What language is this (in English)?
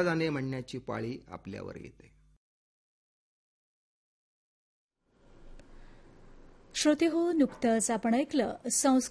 Marathi